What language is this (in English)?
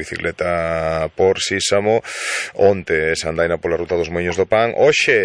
Galician